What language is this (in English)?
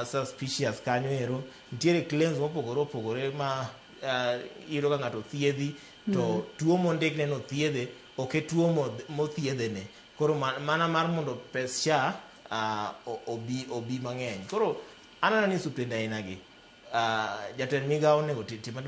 Luo (Kenya and Tanzania)